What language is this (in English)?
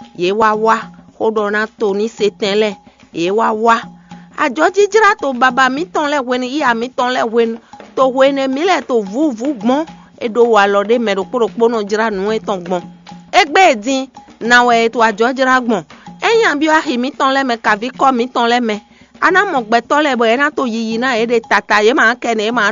Fon